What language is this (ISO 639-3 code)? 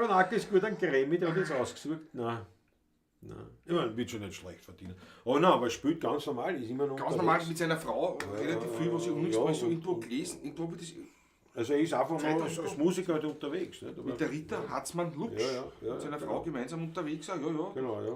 bar